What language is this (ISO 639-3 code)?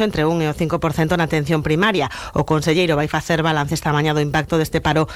glg